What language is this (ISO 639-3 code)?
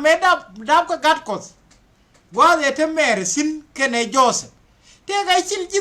nus